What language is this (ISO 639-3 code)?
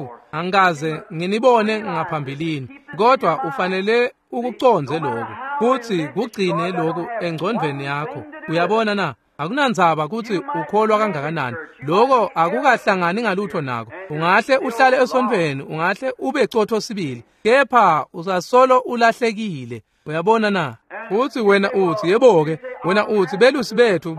ssw